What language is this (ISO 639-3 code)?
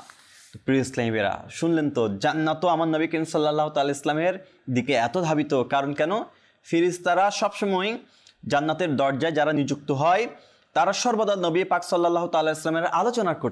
ben